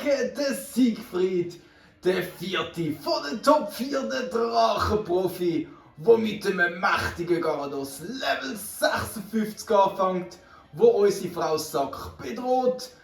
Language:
Swiss German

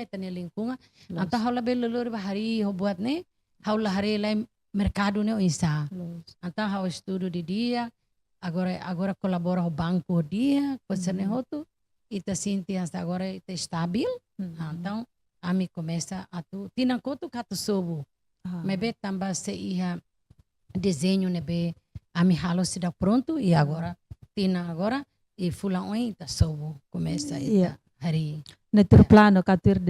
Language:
Tetum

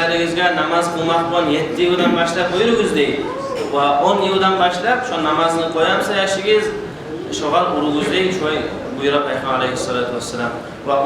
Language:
Kumyk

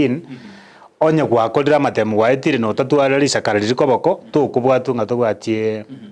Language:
Gusii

